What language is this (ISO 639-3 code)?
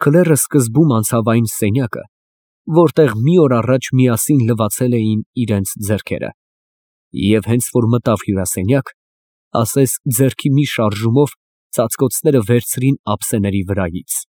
hye